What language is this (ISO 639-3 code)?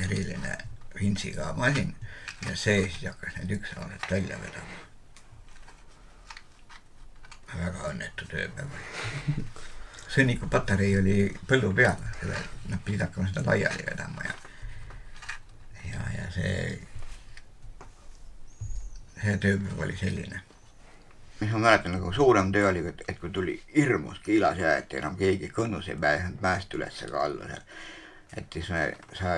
est